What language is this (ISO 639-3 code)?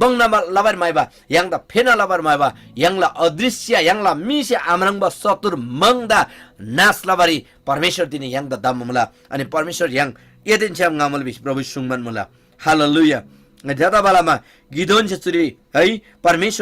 taj